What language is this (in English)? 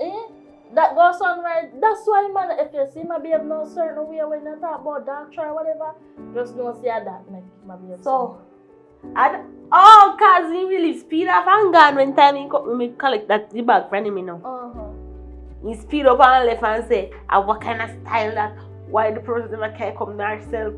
Jamaican Creole English